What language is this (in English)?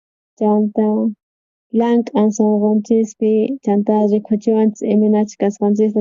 South Bolivian Quechua